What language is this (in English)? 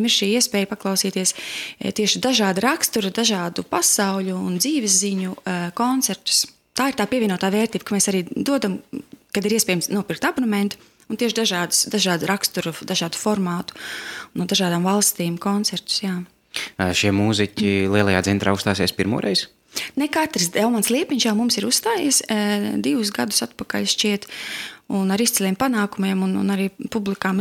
Latvian